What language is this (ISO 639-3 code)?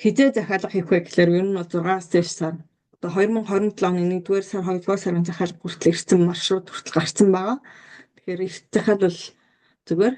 mon